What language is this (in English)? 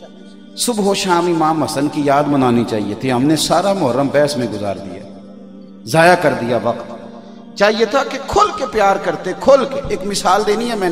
Urdu